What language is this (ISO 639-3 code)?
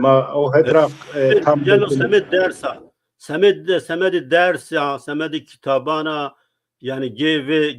zza